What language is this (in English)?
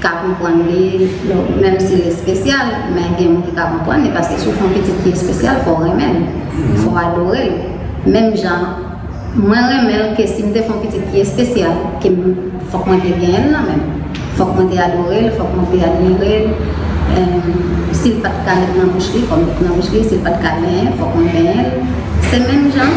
Haitian Creole